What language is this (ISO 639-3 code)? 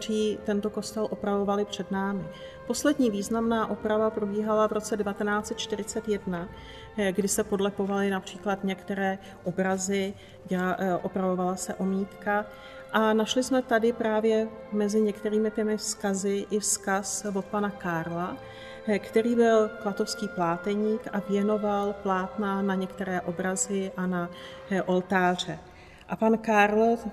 ces